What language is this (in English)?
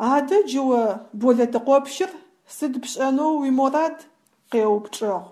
Adyghe